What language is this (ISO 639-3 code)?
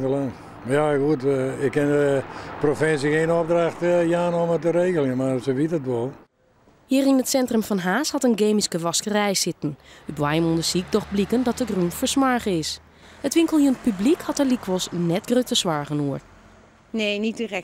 fry